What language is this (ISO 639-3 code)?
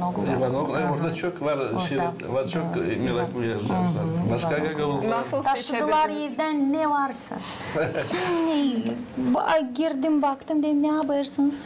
gag